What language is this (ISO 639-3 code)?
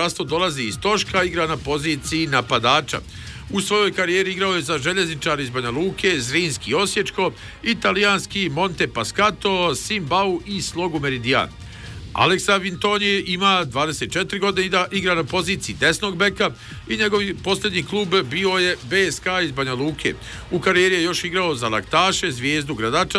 bos